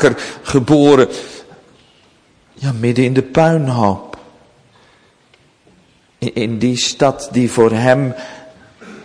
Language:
Dutch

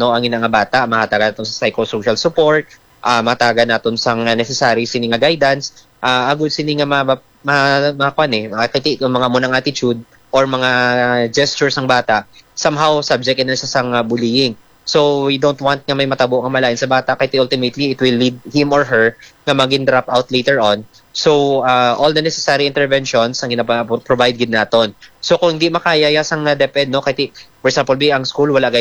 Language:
Hiligaynon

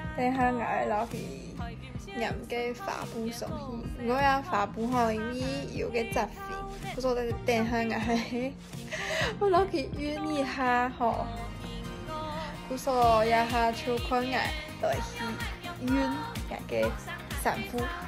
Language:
Hakka Chinese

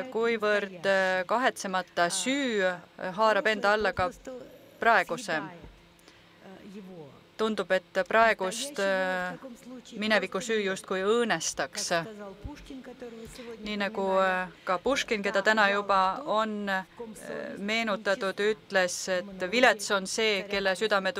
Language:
Estonian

